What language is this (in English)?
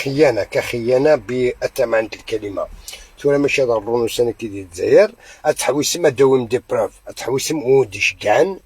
Algerian Arabic